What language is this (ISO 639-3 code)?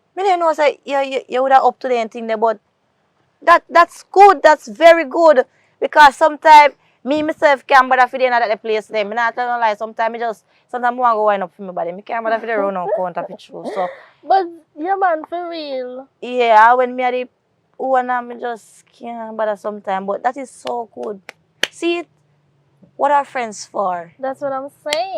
jam